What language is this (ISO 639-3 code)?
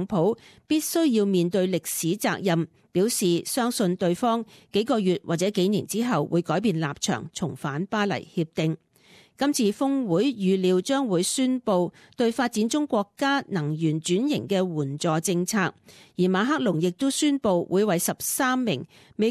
yue